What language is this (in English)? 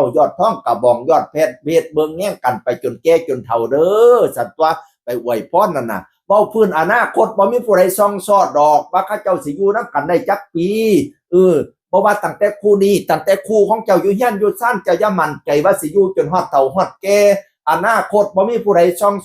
Northeastern Thai